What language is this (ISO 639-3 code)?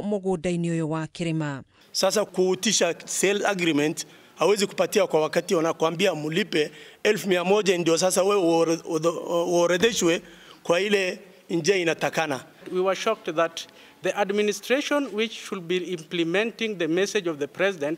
kik